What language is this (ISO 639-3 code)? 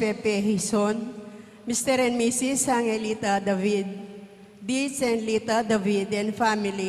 pam